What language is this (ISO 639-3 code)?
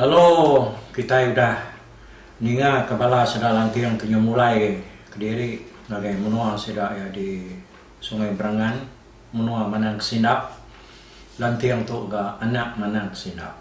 iba